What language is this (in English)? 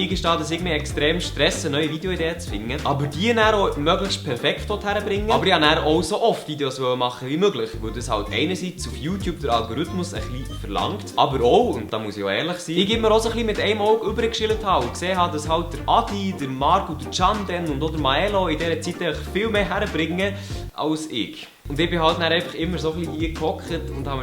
Swiss German